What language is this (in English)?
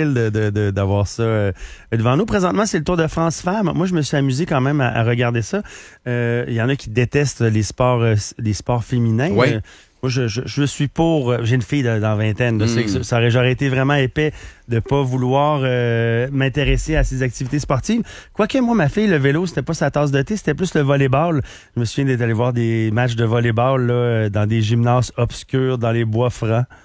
French